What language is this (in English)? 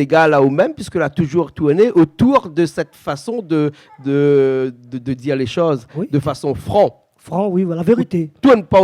Réunion Creole French